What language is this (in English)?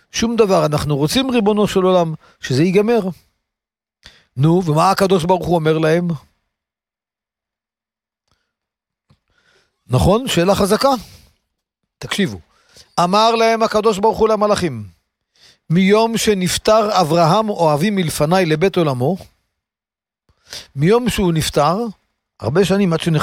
Hebrew